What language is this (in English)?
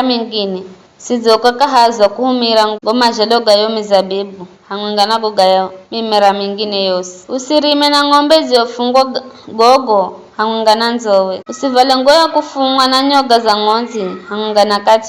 Giryama